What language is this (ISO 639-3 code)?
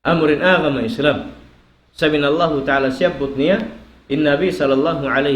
tsg